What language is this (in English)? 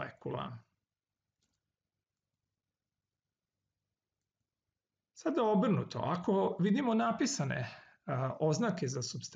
Serbian